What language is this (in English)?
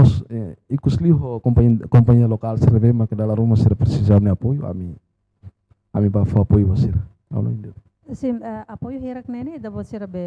Tetum